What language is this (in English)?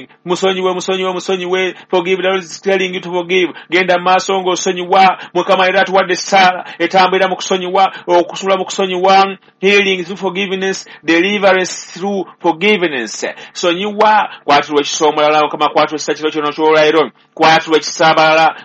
Ganda